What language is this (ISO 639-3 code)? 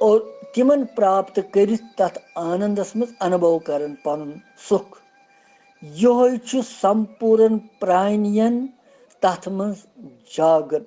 kas